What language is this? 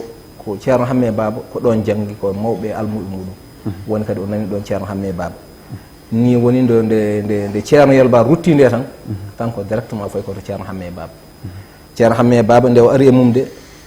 Fula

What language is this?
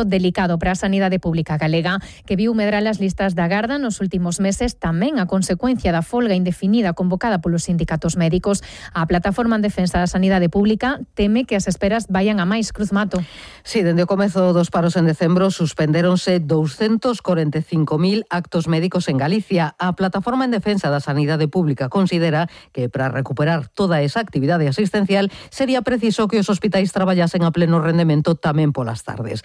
Galician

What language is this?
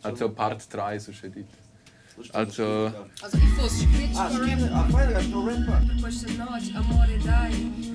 Romansh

